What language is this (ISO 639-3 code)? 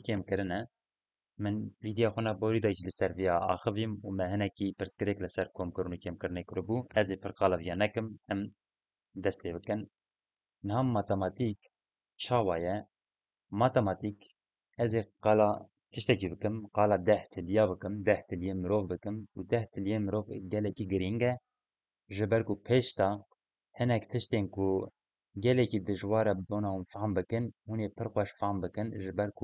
kur